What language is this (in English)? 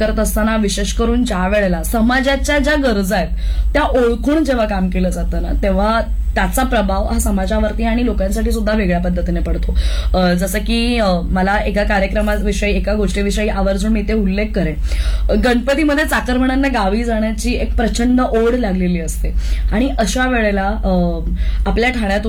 Marathi